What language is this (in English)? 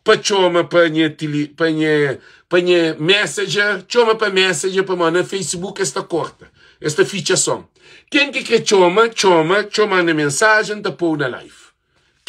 Kabuverdianu